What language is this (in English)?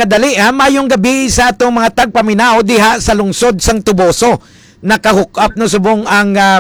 Hiligaynon